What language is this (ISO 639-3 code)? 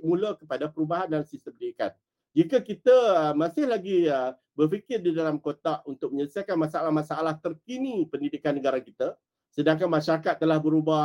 msa